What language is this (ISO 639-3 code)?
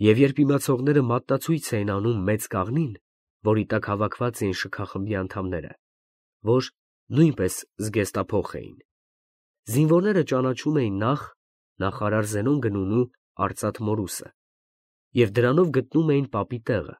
hye